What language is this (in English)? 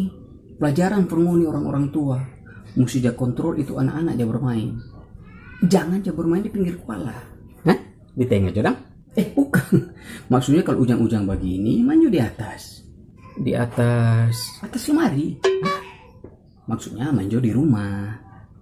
Manado Malay